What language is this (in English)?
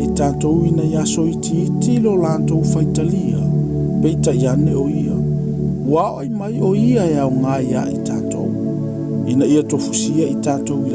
Samoan